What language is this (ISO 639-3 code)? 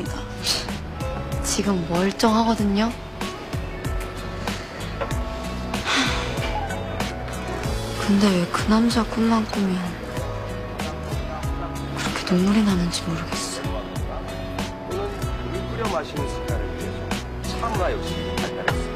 kor